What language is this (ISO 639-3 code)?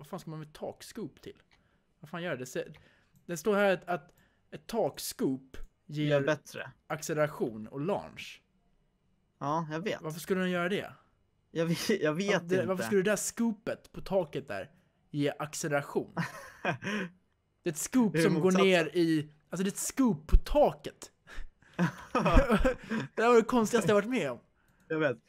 swe